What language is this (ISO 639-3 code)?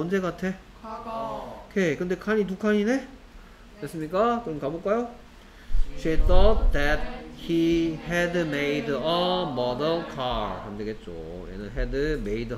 kor